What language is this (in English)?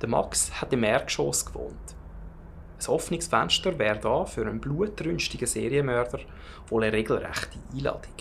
Swiss German